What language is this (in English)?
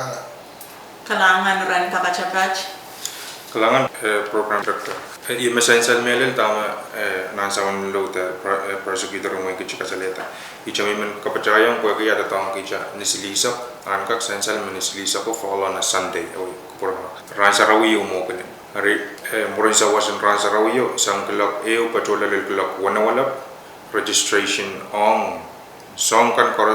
Pohnpeian